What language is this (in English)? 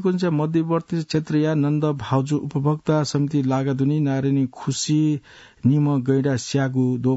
Newari